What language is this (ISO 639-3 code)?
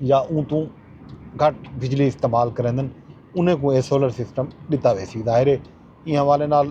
skr